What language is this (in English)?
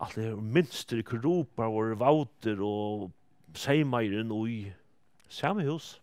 Faroese